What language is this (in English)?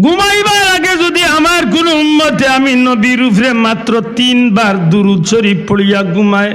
Sylheti